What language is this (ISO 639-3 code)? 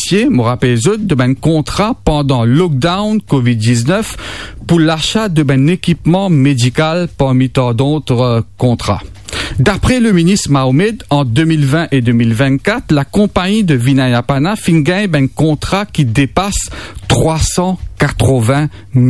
mfe